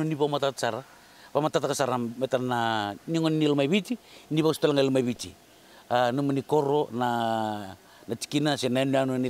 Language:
Fijian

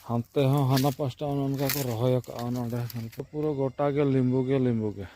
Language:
Santali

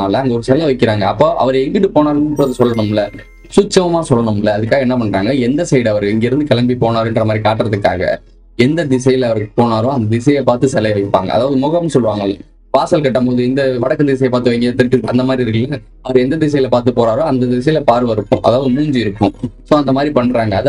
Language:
Tamil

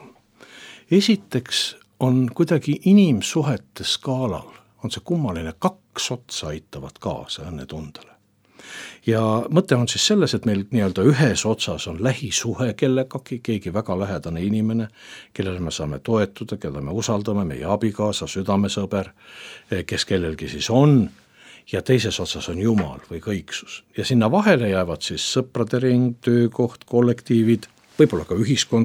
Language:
Estonian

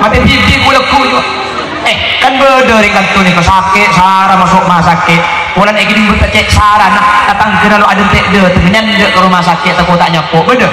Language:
Madurese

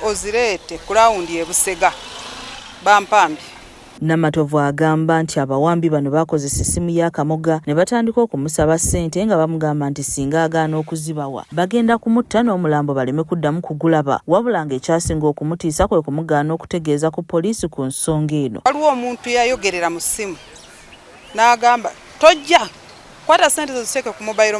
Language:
Ganda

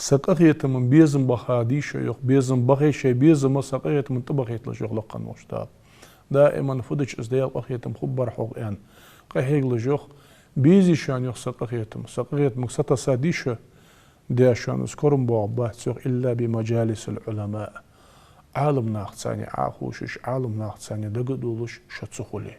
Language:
Ingush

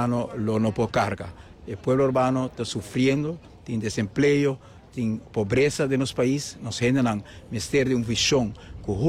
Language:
Papiamento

